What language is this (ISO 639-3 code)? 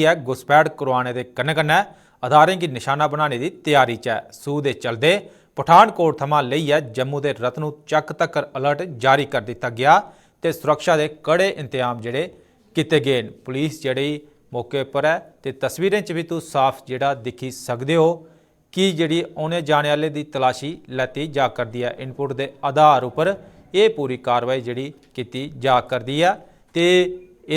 doi